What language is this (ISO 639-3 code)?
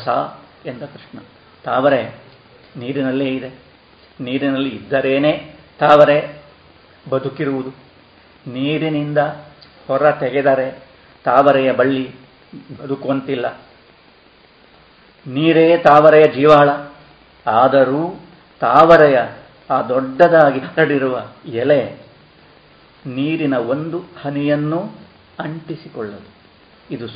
kan